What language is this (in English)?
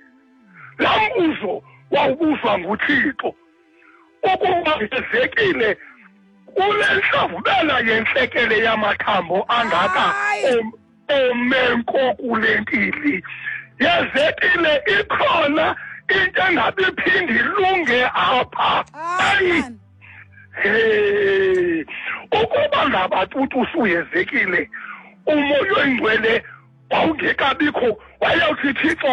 Xhosa